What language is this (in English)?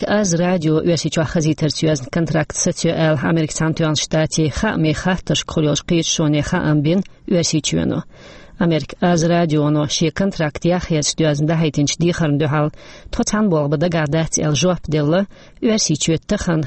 Chechen